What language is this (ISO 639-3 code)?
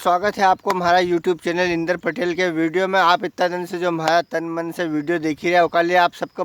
raj